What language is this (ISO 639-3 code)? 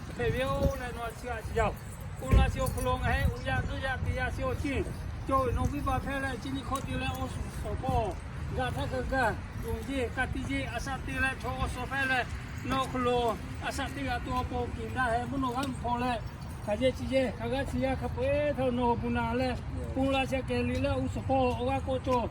lhu